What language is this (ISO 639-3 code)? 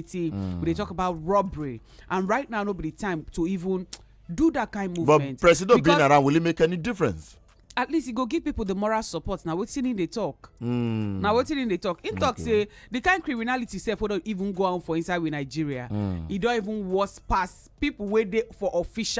pcm